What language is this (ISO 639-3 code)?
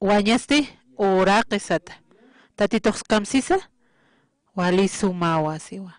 aym